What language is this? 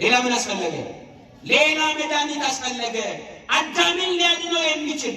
Amharic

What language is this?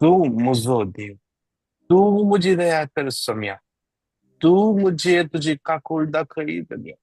Konkani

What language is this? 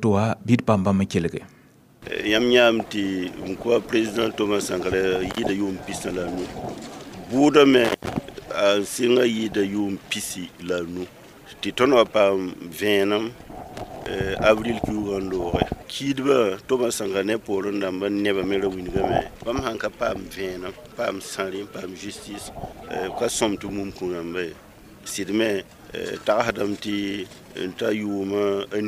Mossi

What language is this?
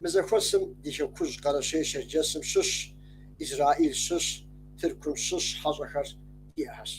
Kabardian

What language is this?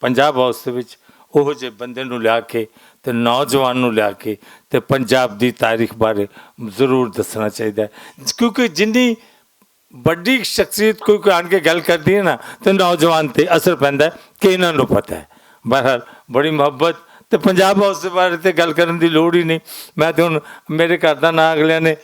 Western Panjabi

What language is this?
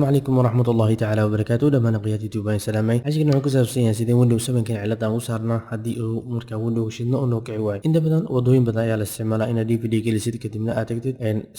Somali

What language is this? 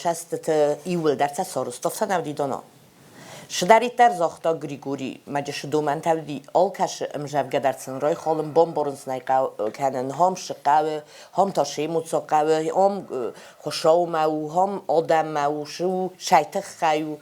Ossetic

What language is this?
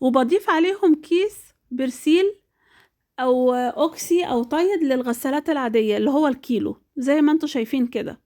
Egyptian Arabic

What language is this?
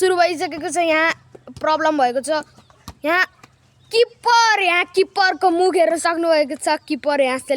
Nepali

